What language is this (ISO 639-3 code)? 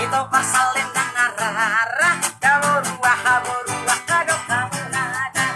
bbc